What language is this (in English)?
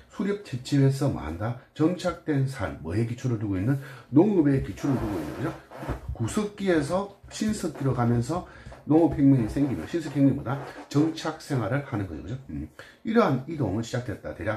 Korean